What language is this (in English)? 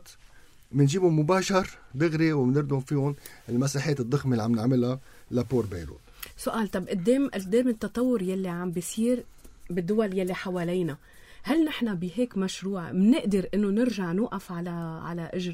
North Levantine Arabic